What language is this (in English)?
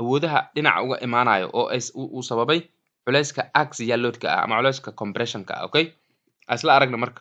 Somali